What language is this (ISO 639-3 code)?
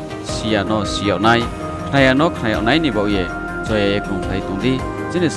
ria